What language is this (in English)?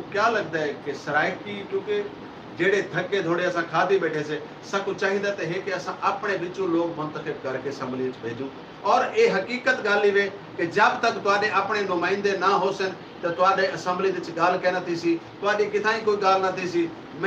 Saraiki